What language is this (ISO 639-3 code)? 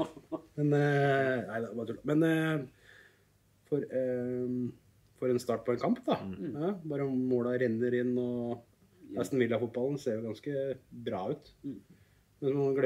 nor